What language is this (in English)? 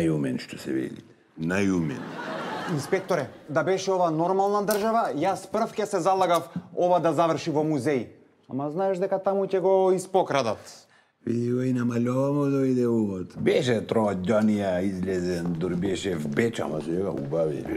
Macedonian